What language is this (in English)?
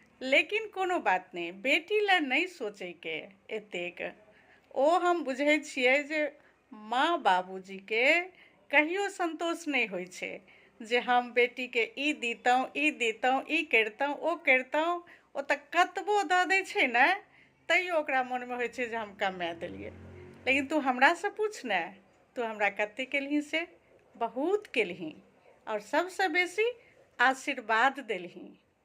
Maithili